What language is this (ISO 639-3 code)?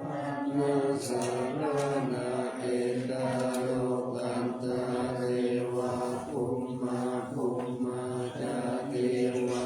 pli